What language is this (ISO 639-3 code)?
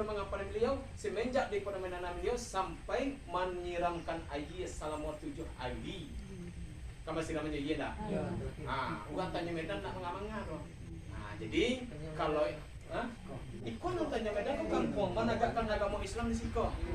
min